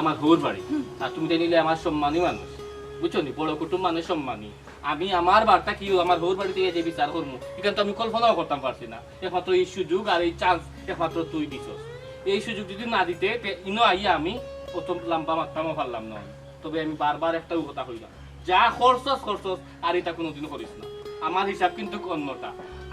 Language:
Sylheti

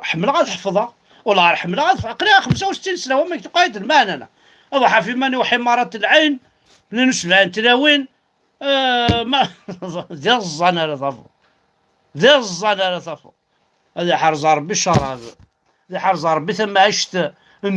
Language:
Kabyle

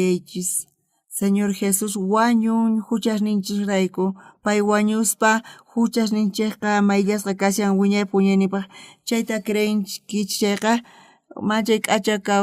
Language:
South Bolivian Quechua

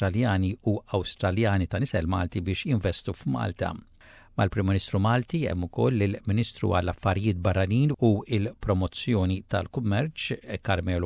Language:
Maltese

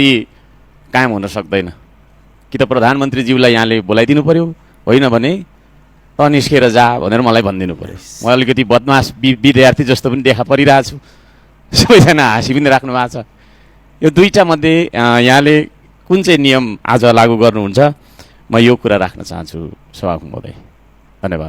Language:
Nepali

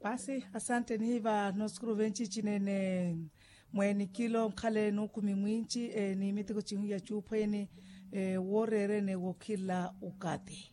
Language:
Makhuwa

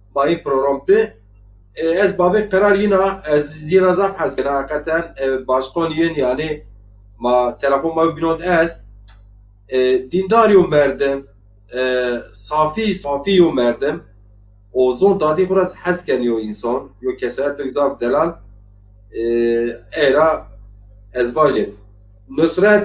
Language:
Zaza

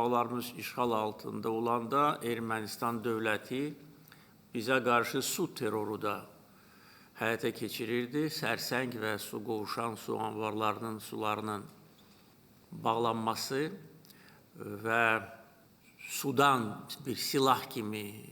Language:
Azerbaijani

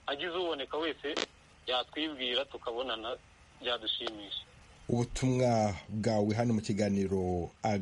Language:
Kinyarwanda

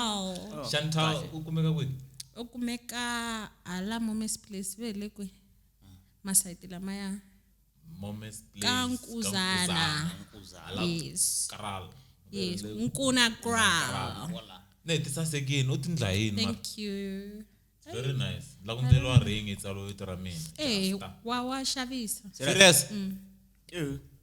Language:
Tsonga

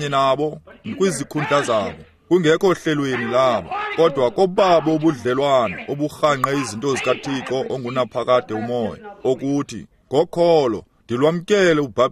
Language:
Xhosa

